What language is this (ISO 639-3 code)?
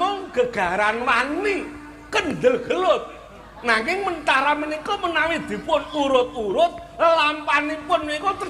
jav